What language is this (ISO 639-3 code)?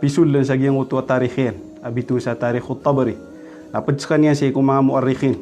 mrw